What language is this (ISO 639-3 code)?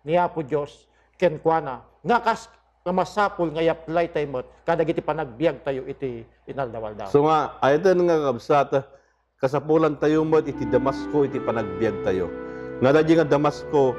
ilo